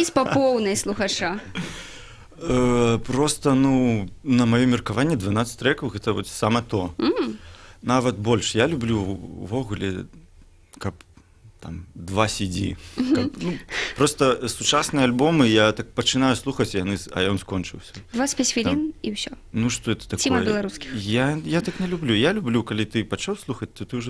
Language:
Belarusian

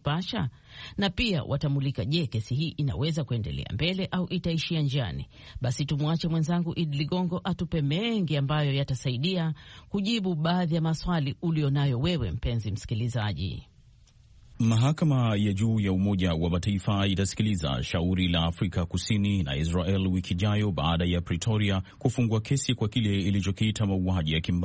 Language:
Swahili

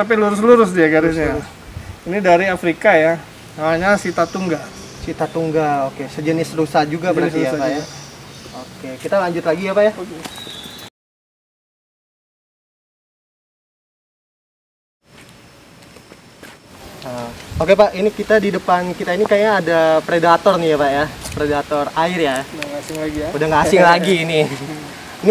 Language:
Indonesian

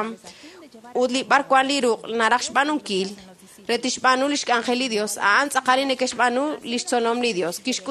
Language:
Kekchí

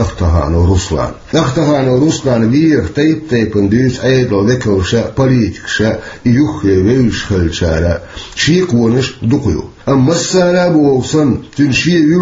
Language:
Chechen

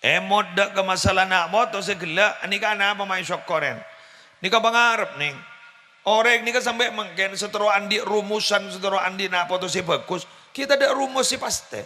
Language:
Madurese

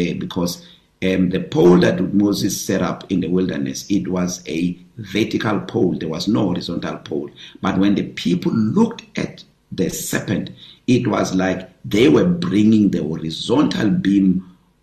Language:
English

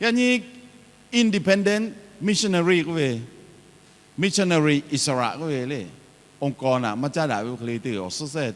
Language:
Lahu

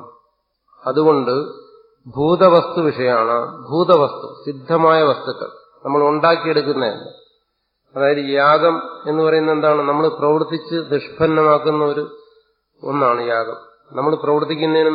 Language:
Malayalam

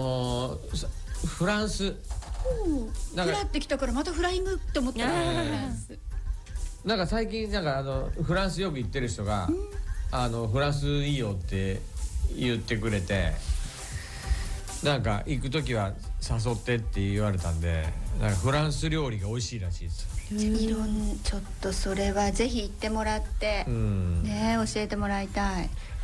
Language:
Japanese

